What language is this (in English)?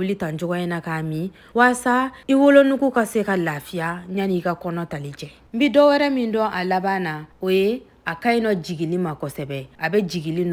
Bambara